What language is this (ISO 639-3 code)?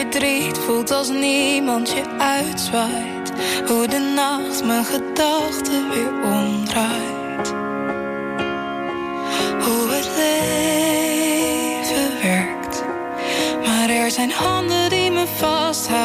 nld